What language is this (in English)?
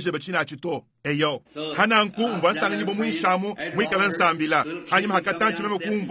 Luba-Lulua